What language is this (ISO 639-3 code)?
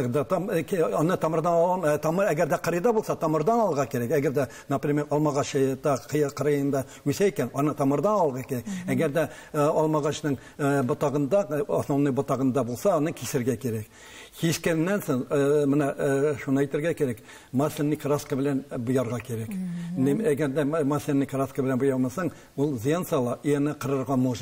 tat